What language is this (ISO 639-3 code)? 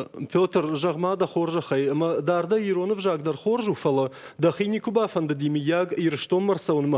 oss